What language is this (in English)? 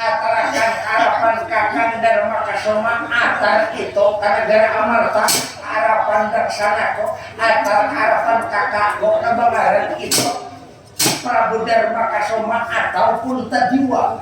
Banjar